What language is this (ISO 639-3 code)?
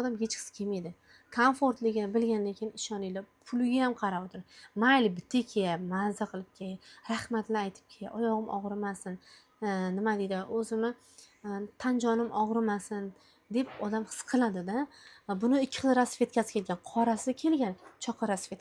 uzb